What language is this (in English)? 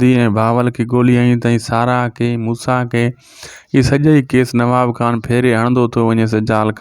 Sindhi